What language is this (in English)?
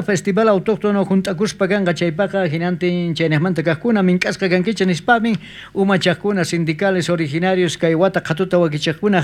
South Bolivian Quechua